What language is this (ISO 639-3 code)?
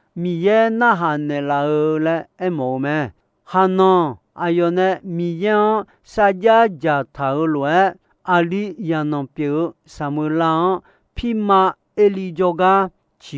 ahk